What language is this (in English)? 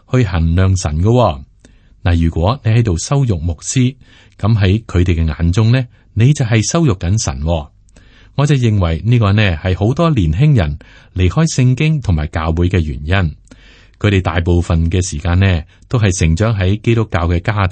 Cantonese